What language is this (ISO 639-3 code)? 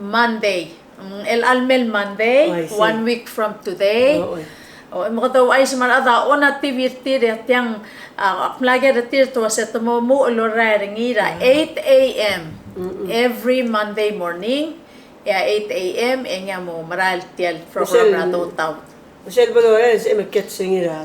pau